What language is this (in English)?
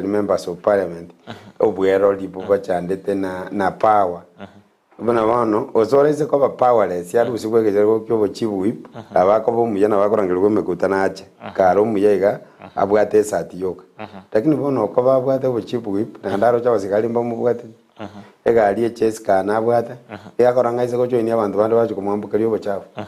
Gusii